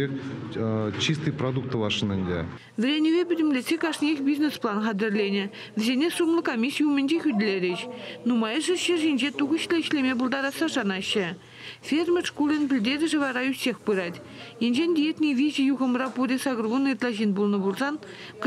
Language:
Chuvash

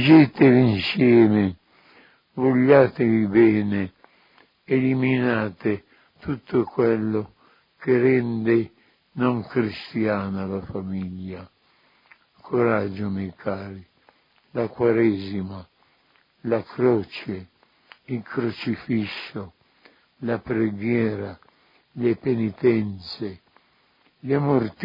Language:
Italian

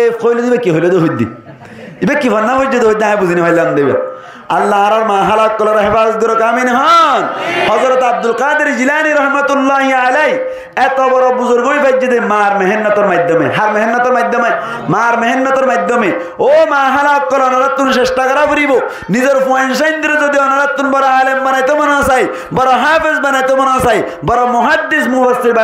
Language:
Rohingya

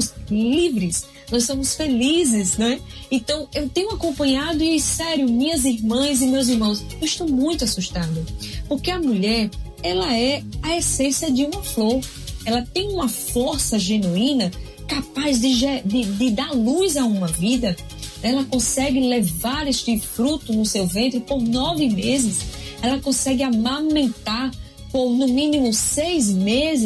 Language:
Portuguese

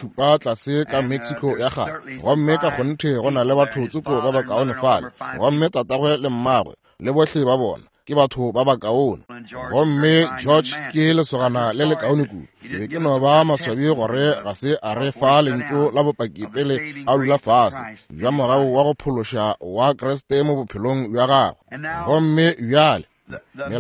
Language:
Northern Sotho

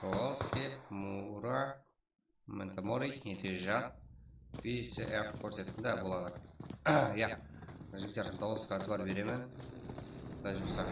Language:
Kara-Kalpak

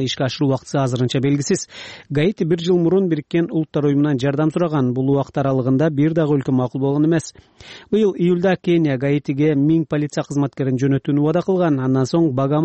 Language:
Kyrgyz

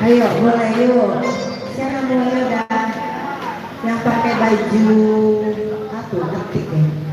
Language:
Minangkabau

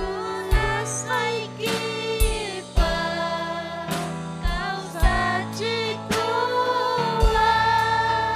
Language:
Ayacucho Quechua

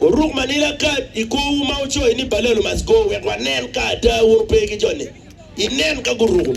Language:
Acoli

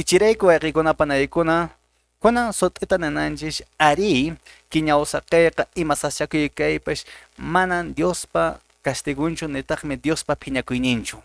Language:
Quechua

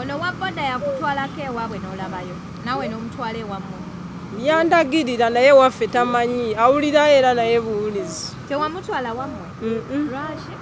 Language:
Ganda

